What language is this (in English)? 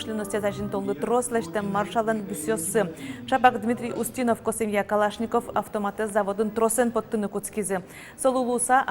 Udmurt